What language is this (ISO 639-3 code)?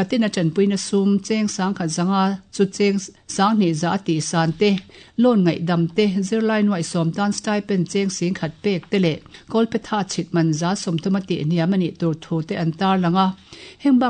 lus